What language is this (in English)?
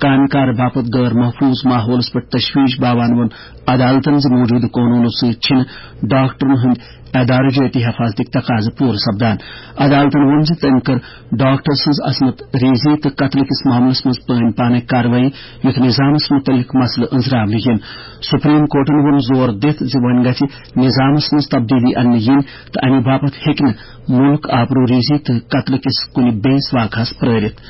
Kashmiri